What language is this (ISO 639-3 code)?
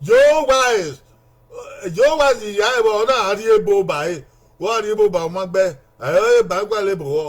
bin